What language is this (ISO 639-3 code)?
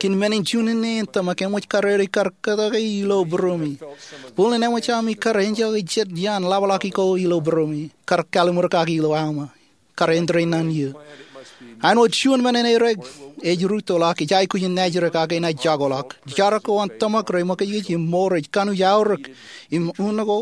mah